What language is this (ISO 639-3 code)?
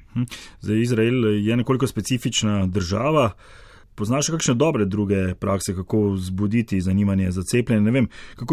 slv